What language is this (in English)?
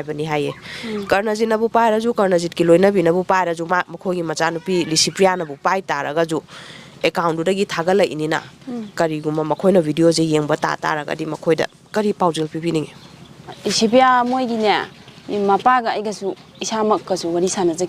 Manipuri